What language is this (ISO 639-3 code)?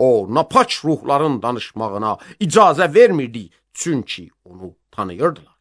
aze